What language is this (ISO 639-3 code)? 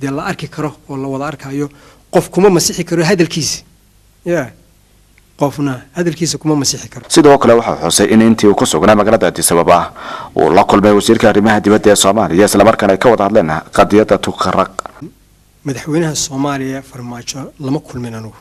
som